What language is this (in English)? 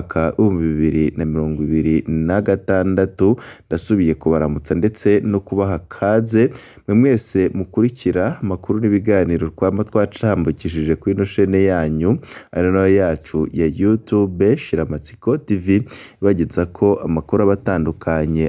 Rundi